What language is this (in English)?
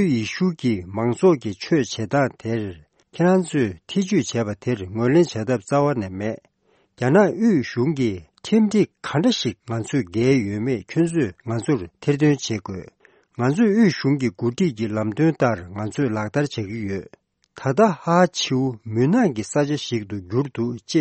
Tibetan